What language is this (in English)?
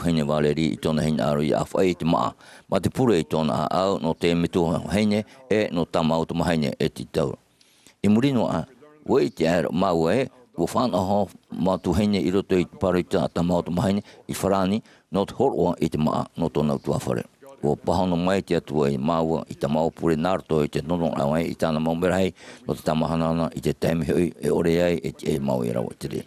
Tahitian